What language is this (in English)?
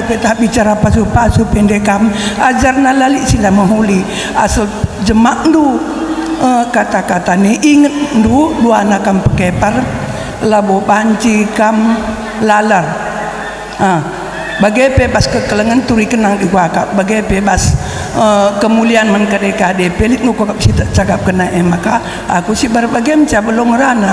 Batak Karo